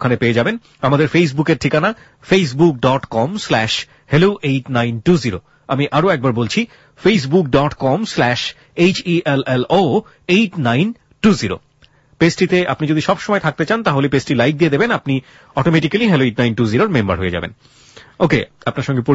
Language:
Bangla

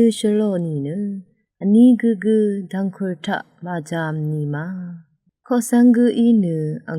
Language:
Rawang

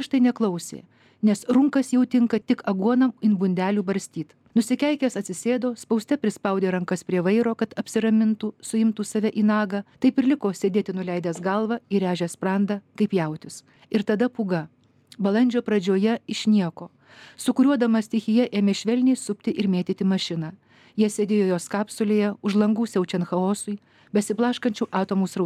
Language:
Lithuanian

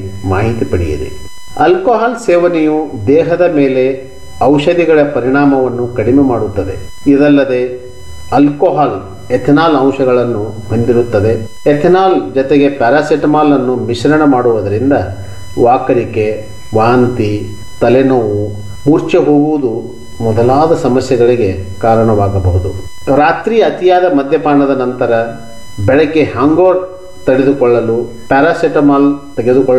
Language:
Kannada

